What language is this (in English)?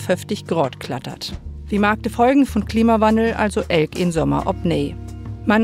Low German